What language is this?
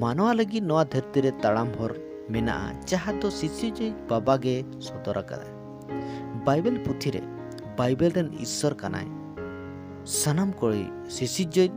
Santali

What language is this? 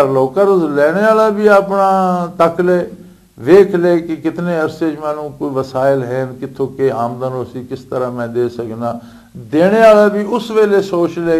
Western Panjabi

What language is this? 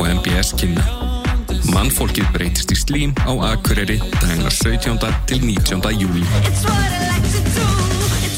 Icelandic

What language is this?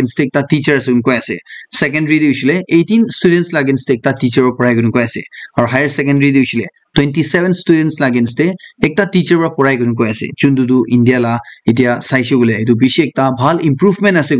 Naga Pidgin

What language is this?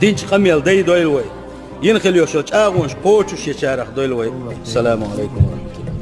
Chechen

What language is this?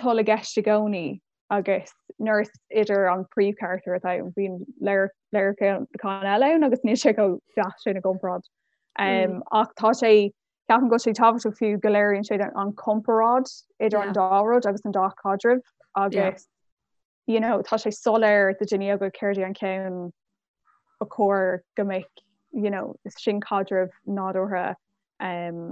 Irish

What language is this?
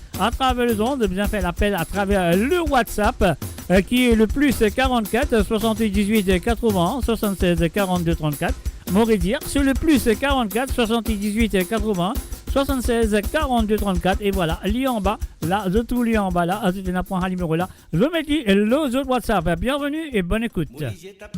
Morisyen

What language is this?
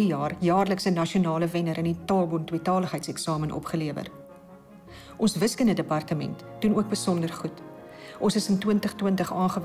Afrikaans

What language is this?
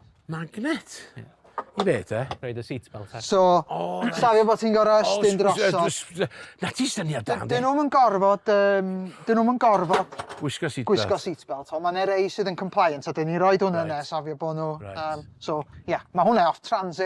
Welsh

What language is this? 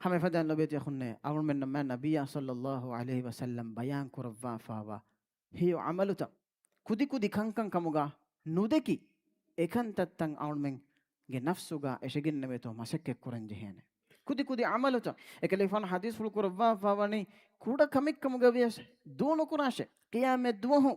Divehi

